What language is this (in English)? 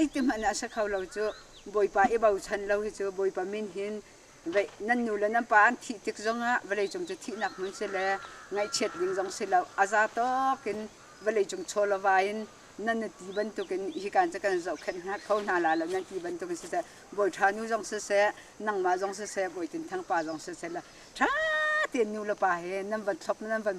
Hakha Chin